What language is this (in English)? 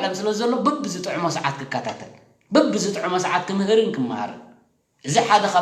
Tigrinya